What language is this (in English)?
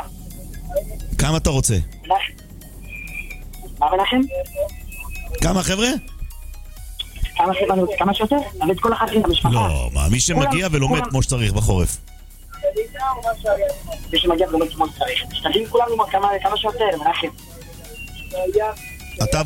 Hebrew